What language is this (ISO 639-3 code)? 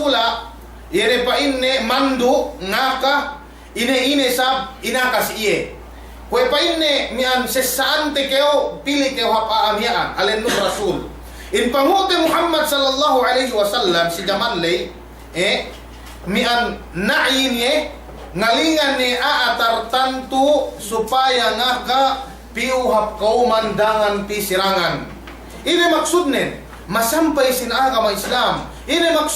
yka